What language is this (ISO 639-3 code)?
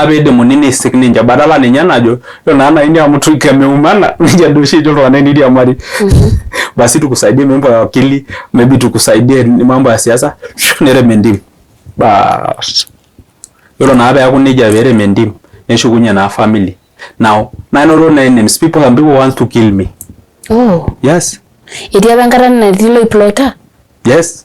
mas